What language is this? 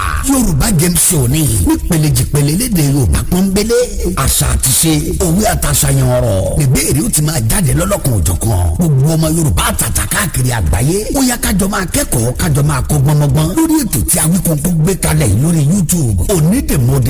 Yoruba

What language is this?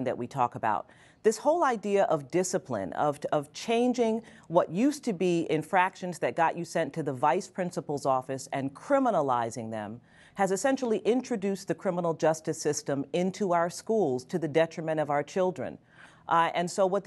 English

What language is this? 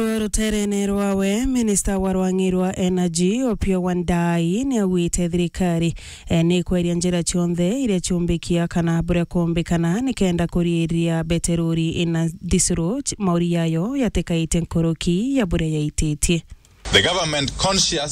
Meru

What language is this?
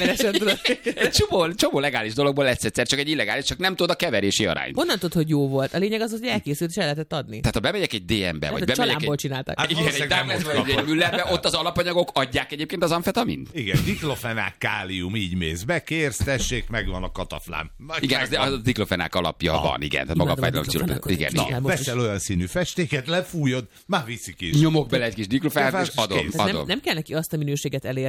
Hungarian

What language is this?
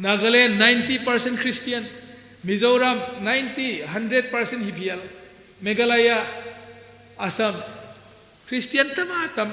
Paite Chin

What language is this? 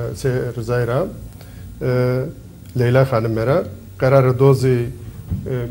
Zaza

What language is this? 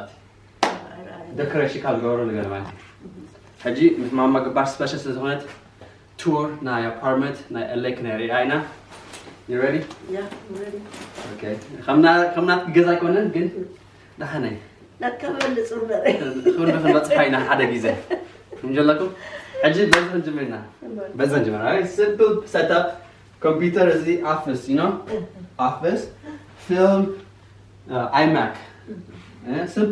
Tigrinya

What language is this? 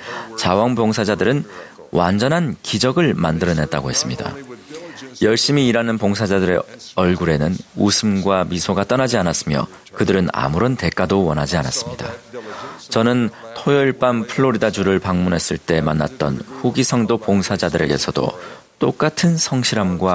Korean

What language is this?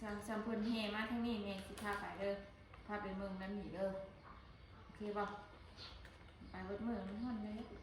Northeastern Thai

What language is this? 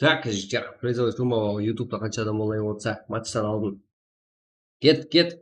Kara-Kalpak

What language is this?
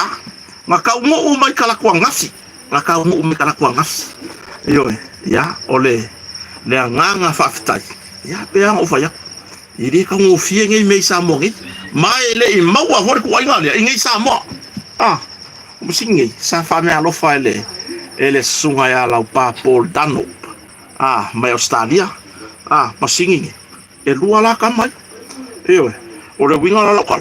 Samoan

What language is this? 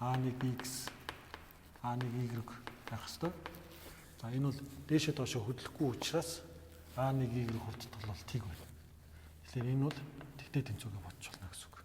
Mongolian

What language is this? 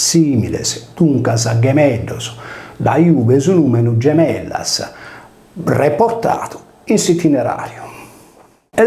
Sardinian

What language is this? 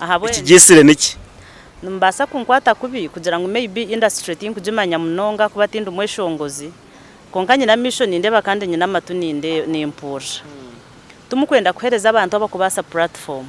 Nyankole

